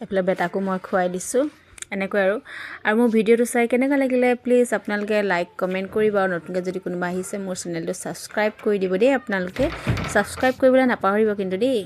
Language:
Assamese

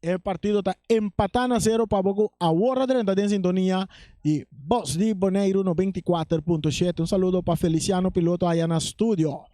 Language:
Papiamento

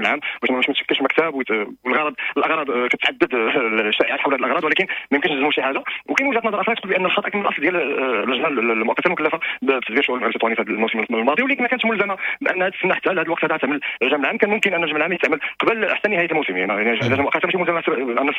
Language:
Moroccan Arabic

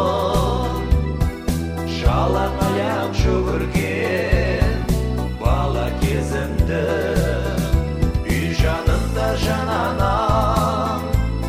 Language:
Kazakh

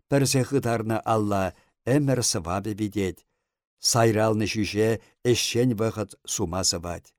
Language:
Chuvash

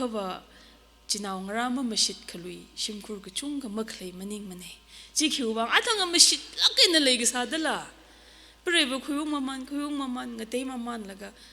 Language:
Tangkhul Naga (India)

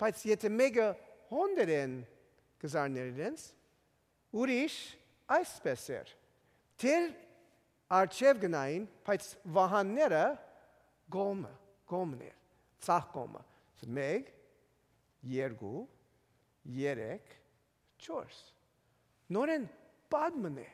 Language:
Armenian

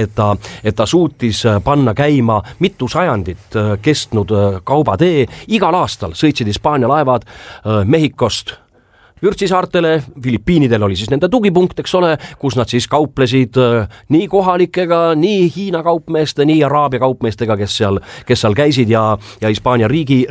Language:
Estonian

